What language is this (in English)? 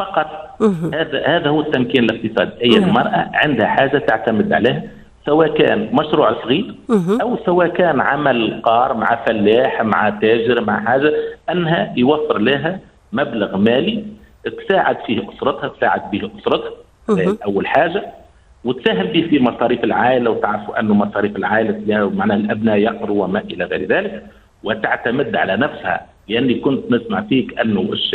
Tunisian Arabic